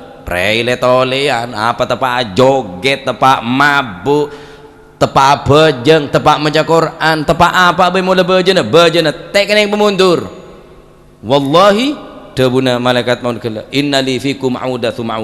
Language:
Madurese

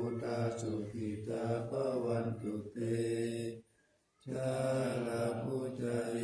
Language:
Pali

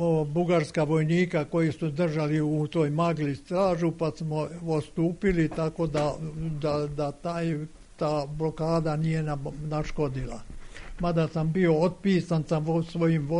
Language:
Serbian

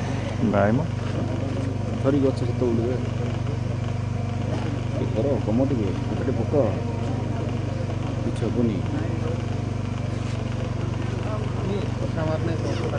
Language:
Odia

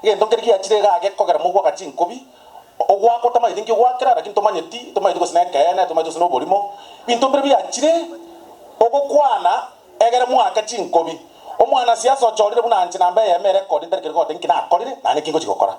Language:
Gusii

